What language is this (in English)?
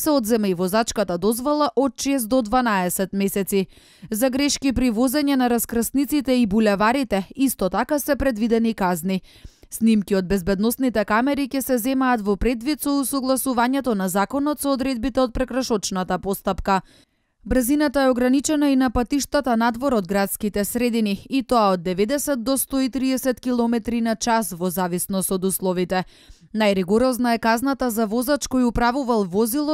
Macedonian